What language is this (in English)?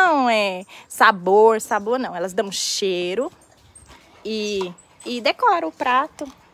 Portuguese